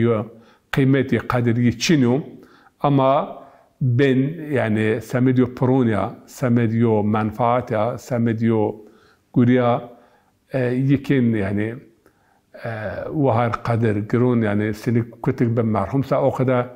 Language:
Zaza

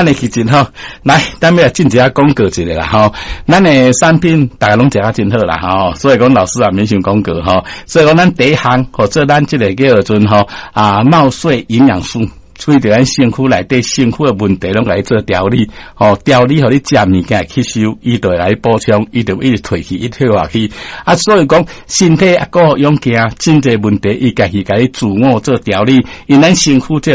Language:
Min Nan Chinese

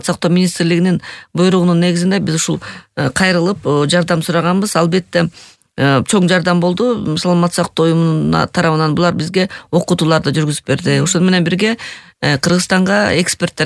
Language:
Kyrgyz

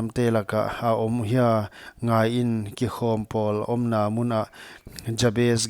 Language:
Paite Chin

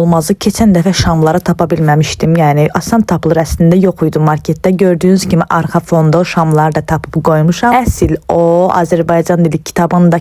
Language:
Azerbaijani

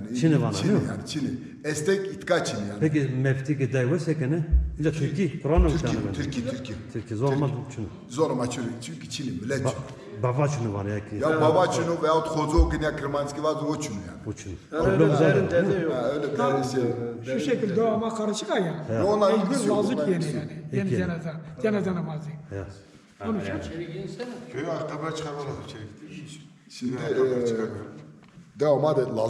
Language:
Zaza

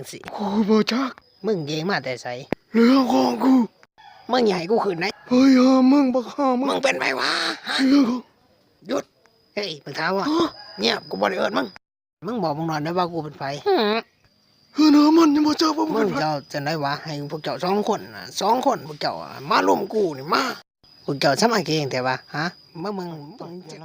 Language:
Lao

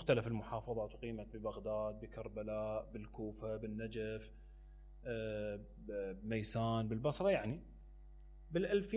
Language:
Mesopotamian Arabic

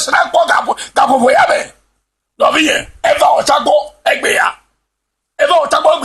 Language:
Ewe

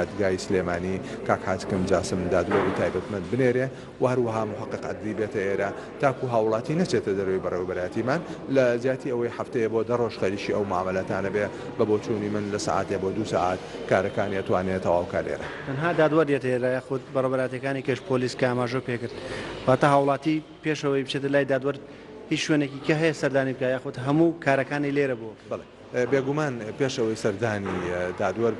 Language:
Central Kurdish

